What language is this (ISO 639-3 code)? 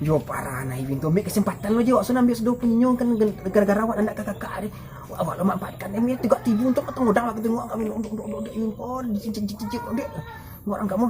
min